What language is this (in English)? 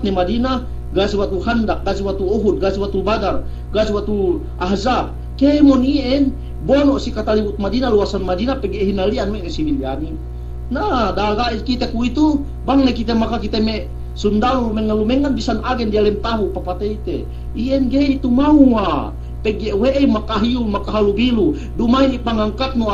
Yakan